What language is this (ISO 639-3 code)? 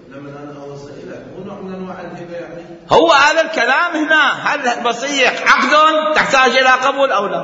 acm